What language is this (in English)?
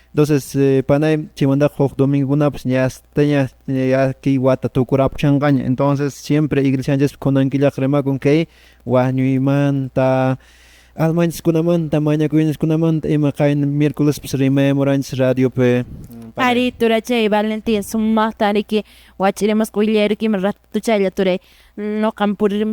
Quechua